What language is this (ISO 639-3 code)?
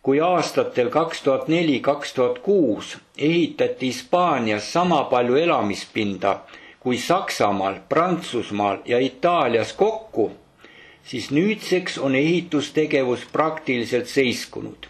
est